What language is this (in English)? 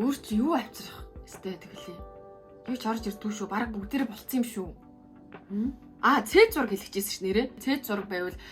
Mongolian